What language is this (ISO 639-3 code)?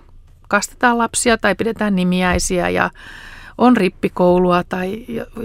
fin